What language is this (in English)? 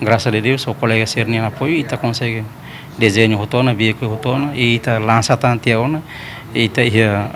Tetum